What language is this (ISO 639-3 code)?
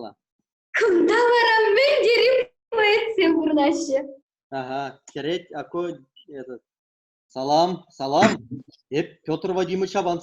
chv